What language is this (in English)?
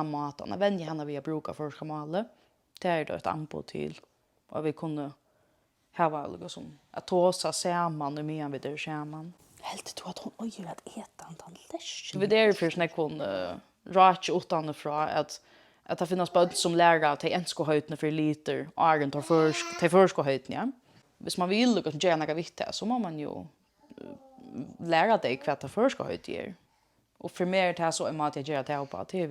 Faroese